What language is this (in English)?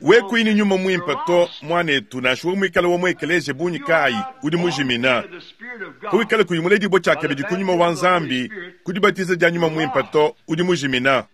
Luba-Lulua